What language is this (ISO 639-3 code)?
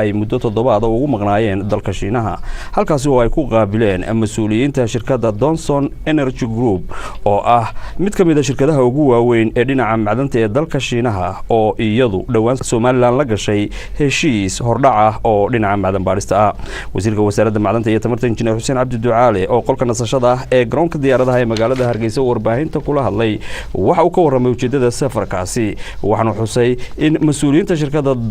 som